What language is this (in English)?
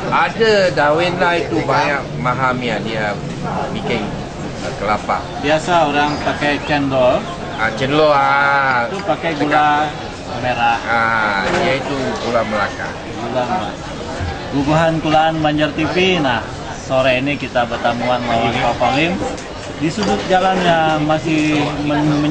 Banjar